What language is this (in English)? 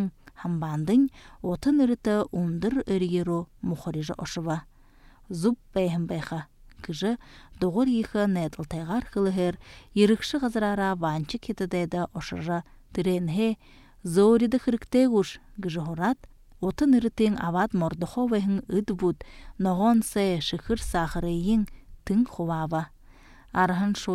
Buriat